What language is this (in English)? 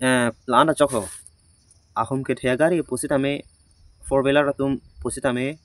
Karbi